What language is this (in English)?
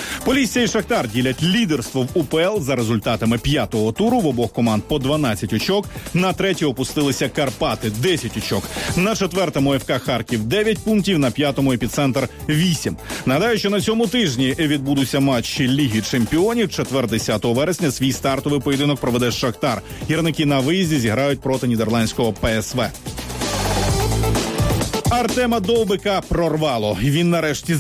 Ukrainian